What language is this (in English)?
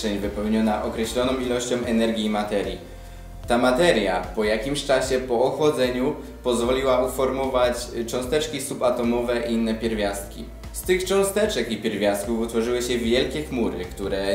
Polish